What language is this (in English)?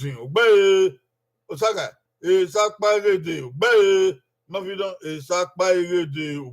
Bini